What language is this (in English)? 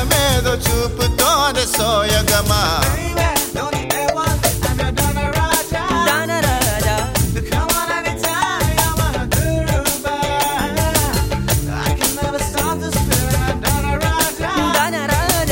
Telugu